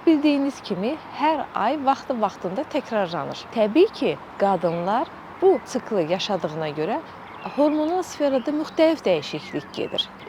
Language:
Azerbaijani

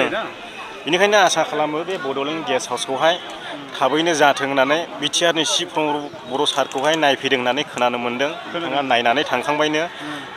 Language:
Bodo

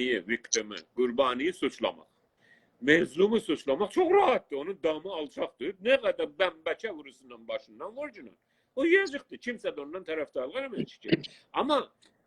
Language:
South Azerbaijani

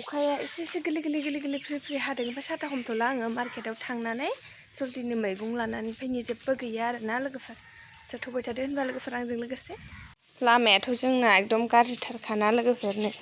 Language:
Bodo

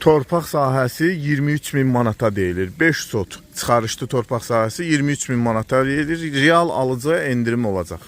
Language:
Azerbaijani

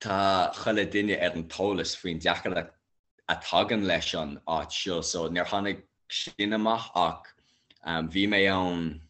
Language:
Irish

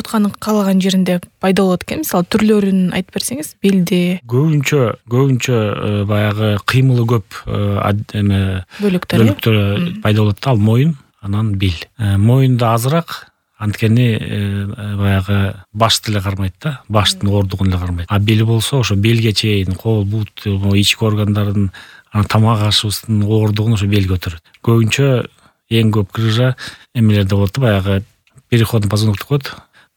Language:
Kyrgyz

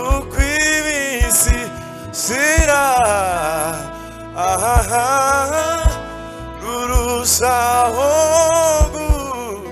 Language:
Kinyarwanda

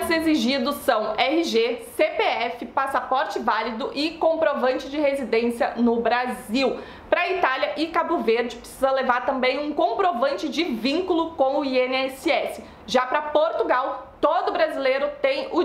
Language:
Portuguese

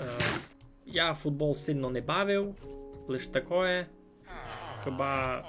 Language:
Rusyn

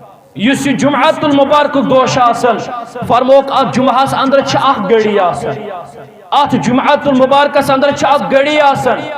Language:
Kashmiri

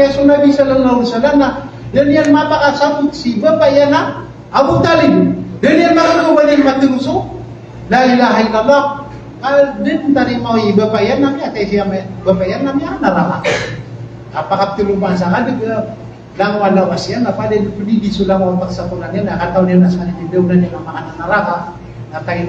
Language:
Maranao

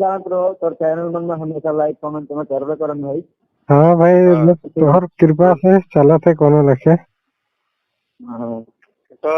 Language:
Sadri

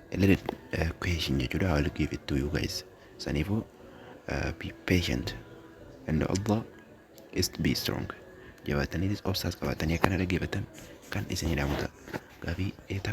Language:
Oromo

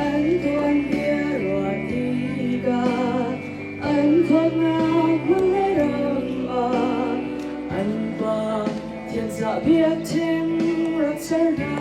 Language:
Hakha Chin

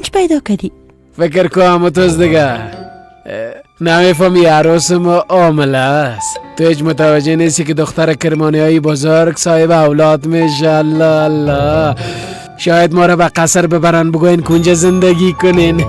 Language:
Persian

